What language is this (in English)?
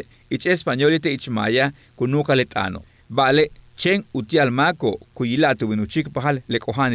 Yucateco